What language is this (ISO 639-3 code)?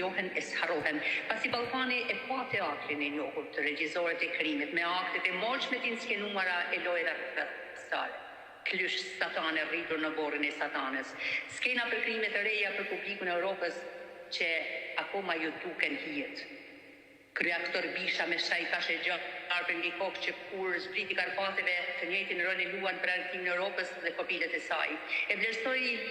sqi